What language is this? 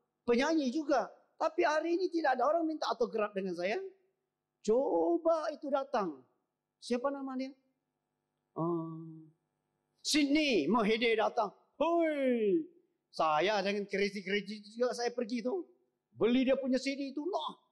Malay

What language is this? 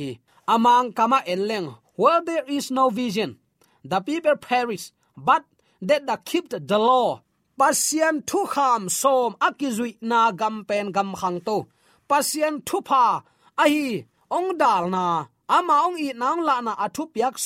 Tedim Chin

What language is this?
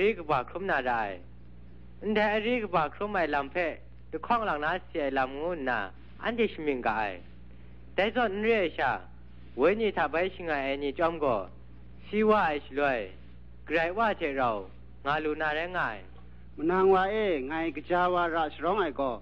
Kachin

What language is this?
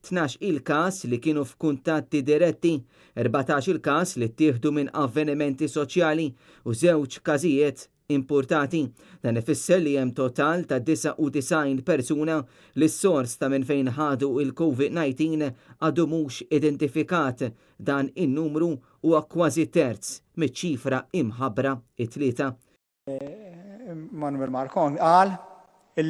Maltese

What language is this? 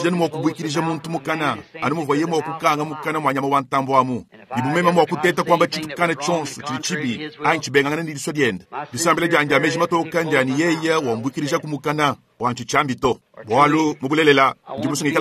Luba-Lulua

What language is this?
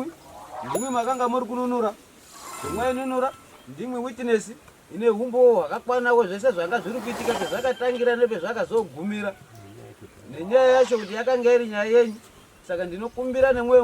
Shona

